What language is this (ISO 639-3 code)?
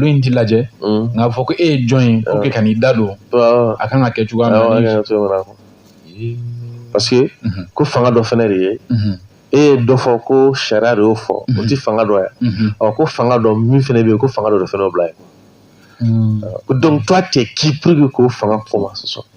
bam